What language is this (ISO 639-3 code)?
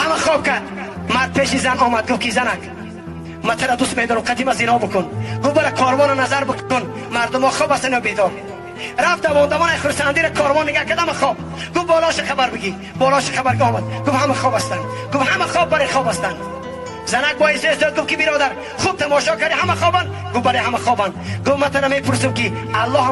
tgk